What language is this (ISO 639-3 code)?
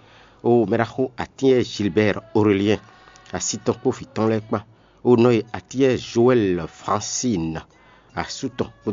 fon